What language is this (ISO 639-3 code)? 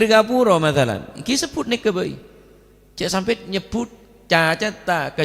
mad